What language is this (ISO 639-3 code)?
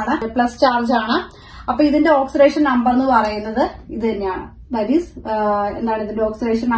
mal